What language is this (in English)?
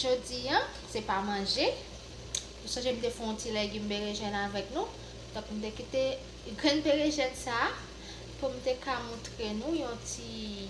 Haitian Creole